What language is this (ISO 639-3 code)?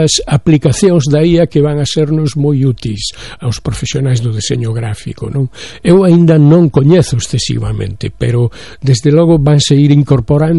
glg